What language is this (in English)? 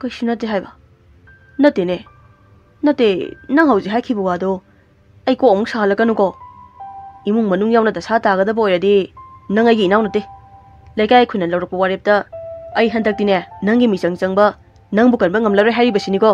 Manipuri